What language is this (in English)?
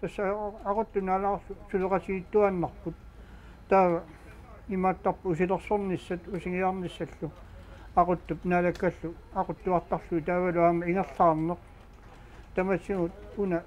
Kalaallisut